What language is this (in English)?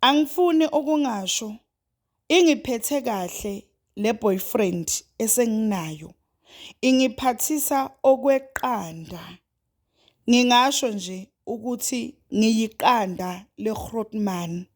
Zulu